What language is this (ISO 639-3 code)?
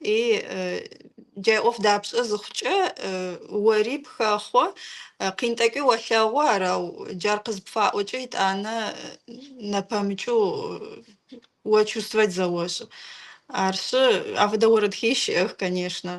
kbd